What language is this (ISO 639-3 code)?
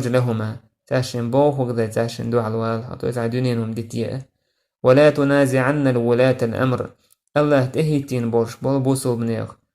che